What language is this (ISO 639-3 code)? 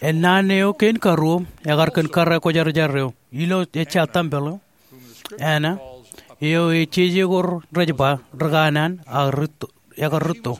mah